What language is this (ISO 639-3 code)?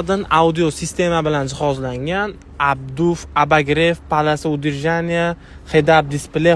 uzb